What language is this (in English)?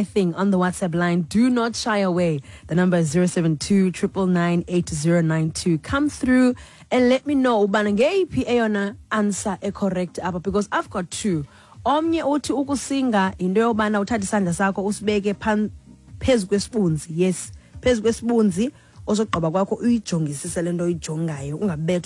Xhosa